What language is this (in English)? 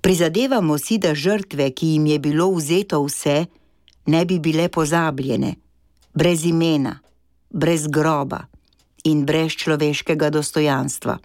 Slovenian